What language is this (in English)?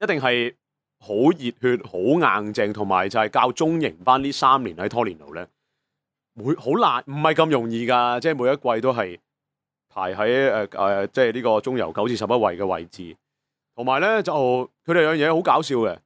Cantonese